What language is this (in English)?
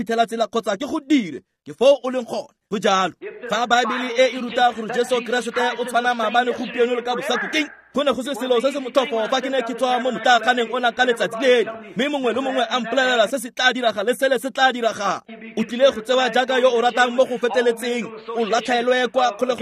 Tswana